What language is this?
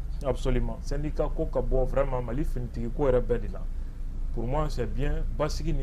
Bambara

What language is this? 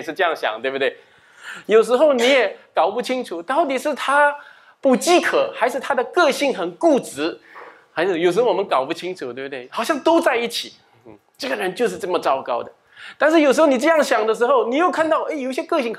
Chinese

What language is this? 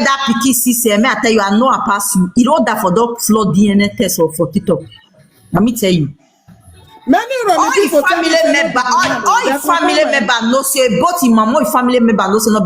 Nigerian Pidgin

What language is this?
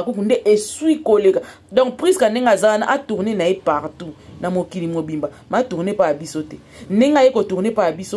Lingala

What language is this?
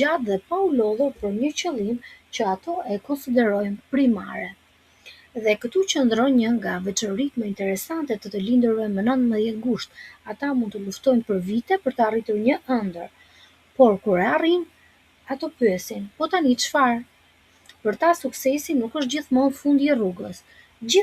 Albanian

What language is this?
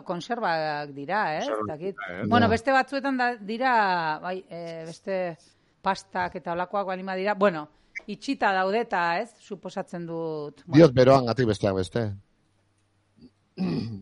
Basque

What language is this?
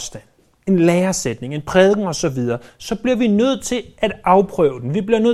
Danish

